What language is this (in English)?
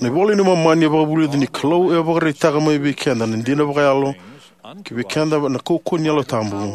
Fijian